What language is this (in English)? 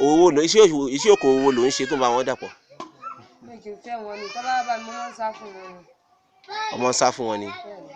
Yoruba